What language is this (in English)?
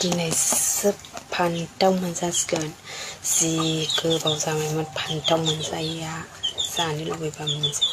Bodo